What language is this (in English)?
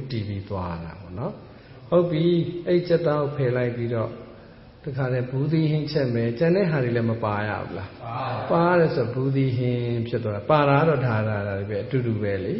Burmese